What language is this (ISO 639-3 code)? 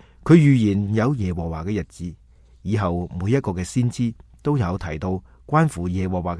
yue